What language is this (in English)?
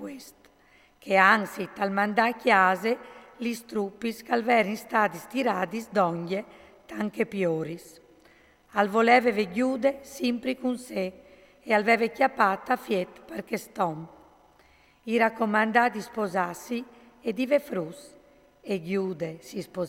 Friulian